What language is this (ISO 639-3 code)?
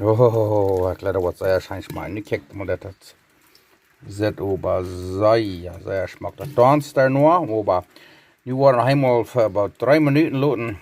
pdt